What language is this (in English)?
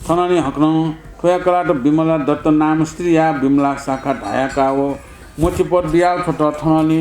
Newari